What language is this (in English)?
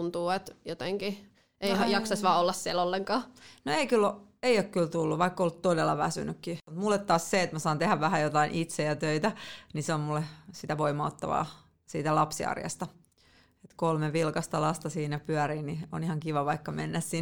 Finnish